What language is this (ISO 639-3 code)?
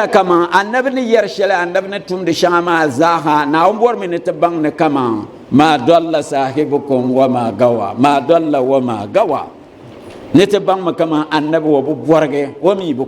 dag